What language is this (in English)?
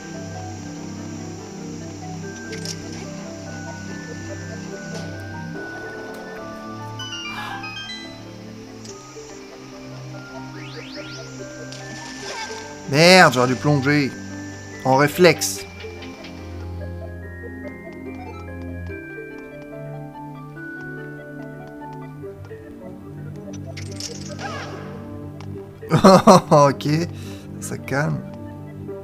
French